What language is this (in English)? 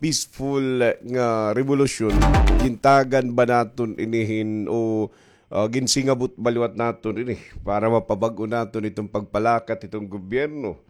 Waray